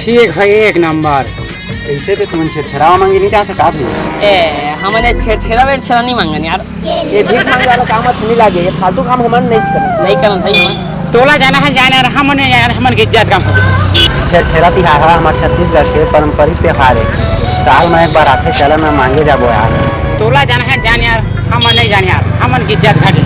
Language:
Chhattisgarhi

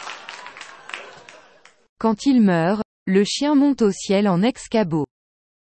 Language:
French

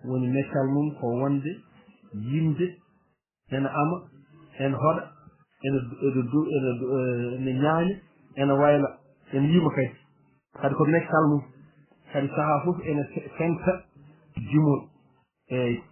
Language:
Fula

